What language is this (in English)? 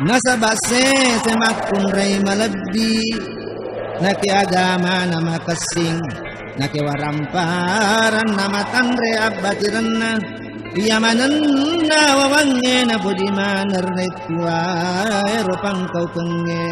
Buginese